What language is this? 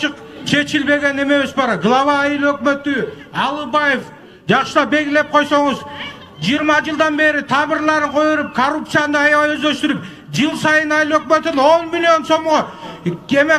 Kyrgyz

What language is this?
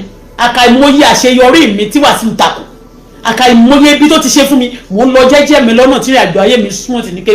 Yoruba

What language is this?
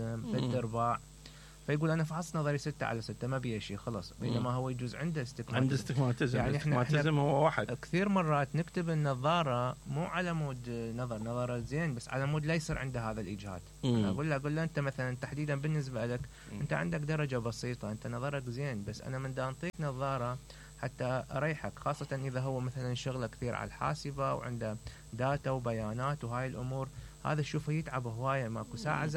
Mesopotamian Arabic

